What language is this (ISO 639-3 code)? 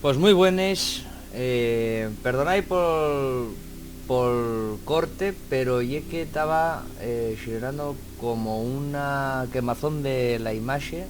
ast